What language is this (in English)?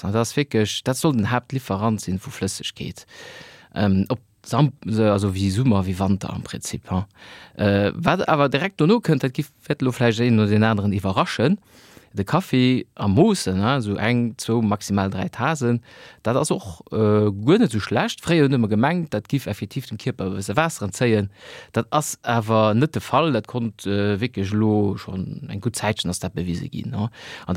Luxembourgish